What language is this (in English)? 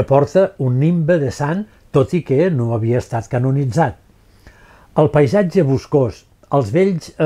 Catalan